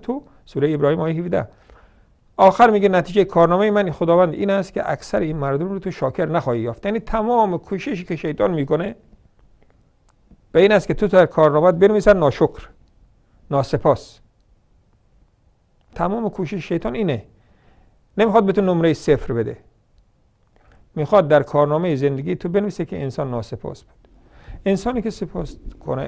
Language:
Persian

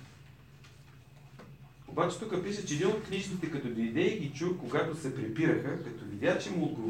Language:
Bulgarian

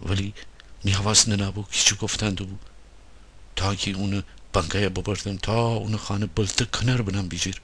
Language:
Gilaki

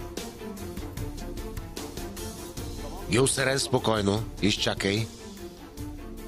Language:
Bulgarian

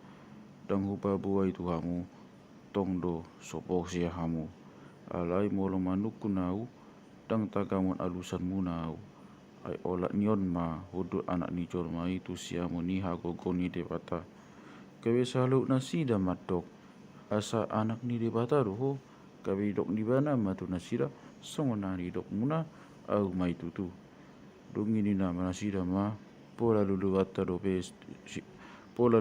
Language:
Batak Toba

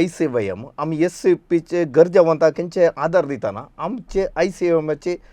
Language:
Konkani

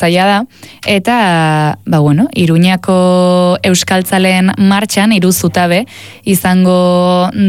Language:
Basque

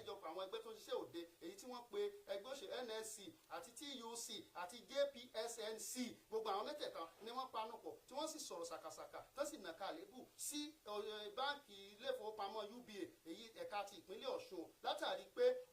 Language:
Yoruba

